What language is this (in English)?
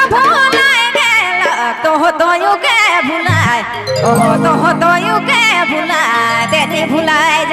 Sadri